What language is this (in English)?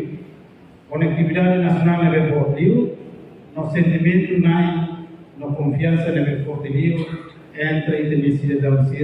Tetum